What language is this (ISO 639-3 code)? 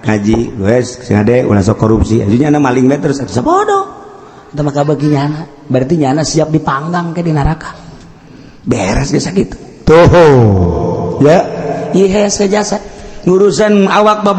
sun